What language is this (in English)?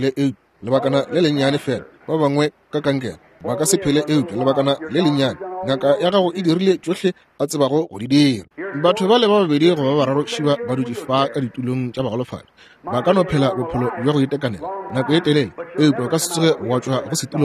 Northern Sotho